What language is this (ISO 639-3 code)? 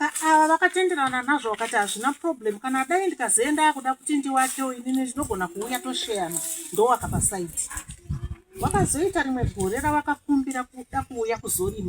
sna